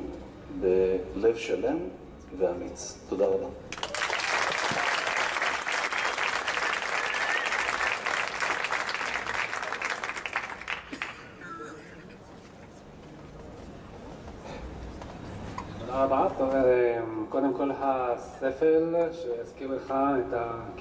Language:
Hebrew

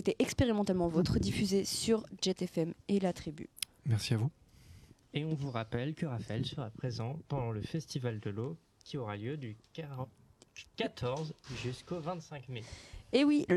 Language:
French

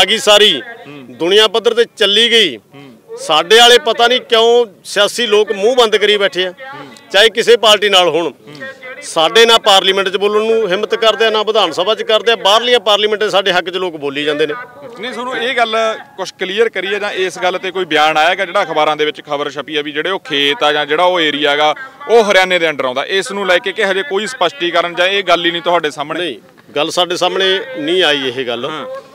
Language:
Punjabi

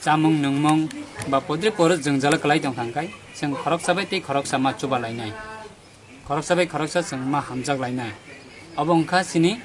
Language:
Kok Borok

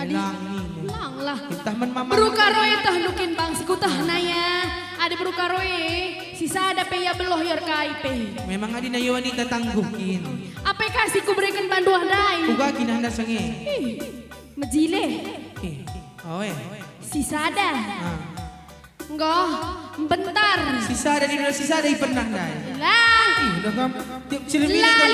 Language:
Batak Karo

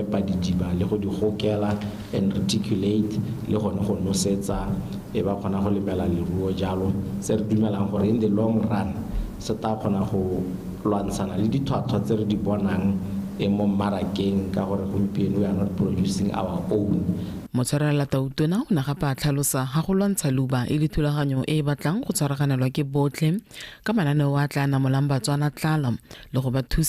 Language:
Tswana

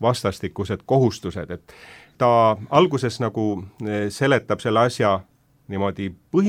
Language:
Estonian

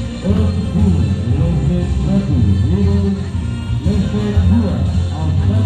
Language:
Ambonese Malay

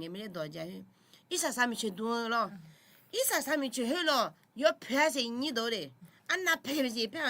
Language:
Akha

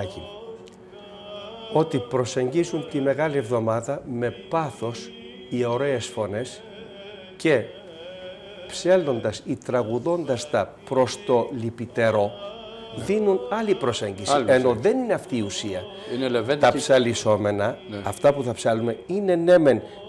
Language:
Greek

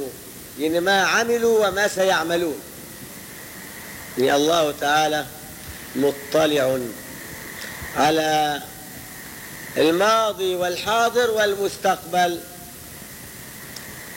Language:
Arabic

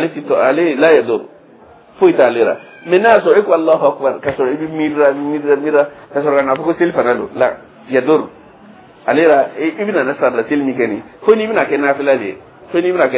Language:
Dyula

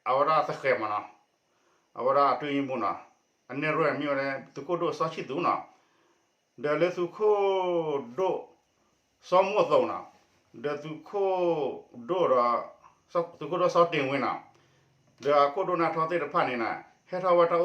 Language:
S'gaw Karen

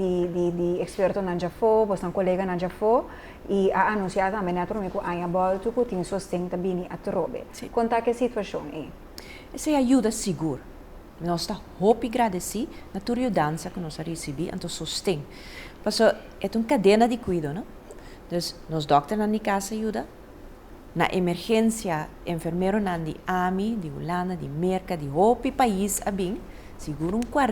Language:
Papiamento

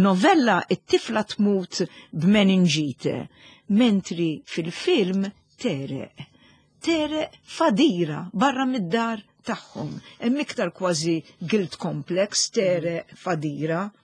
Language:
Maltese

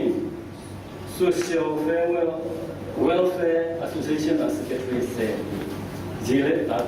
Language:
Tedim Chin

